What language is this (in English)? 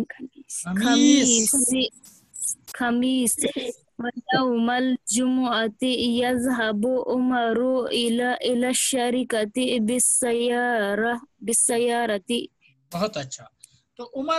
Urdu